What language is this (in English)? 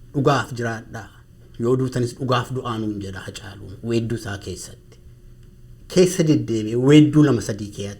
Oromo